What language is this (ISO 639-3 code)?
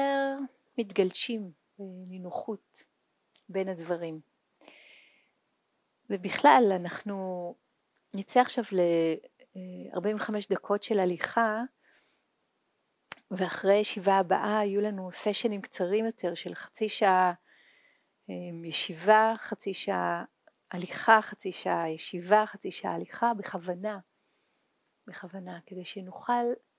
heb